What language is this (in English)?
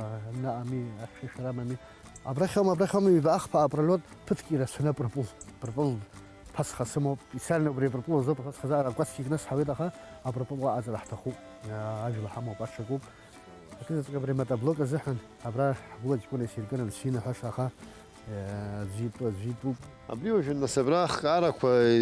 Abkhazian